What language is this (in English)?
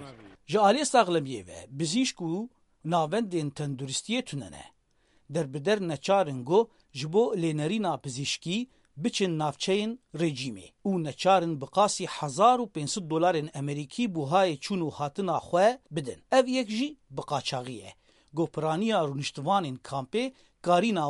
Kurdish